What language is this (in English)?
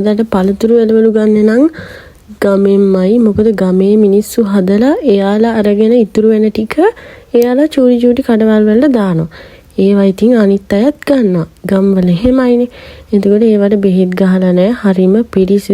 Sinhala